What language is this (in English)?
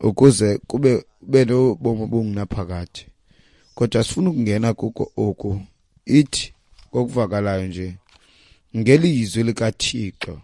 Xhosa